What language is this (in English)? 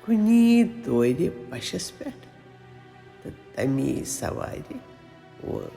Kashmiri